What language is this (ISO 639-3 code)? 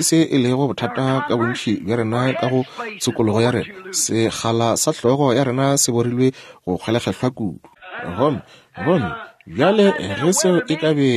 nso